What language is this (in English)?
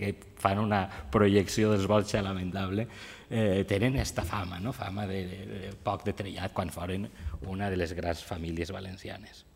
Catalan